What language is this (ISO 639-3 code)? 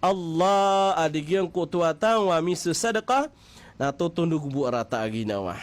mrw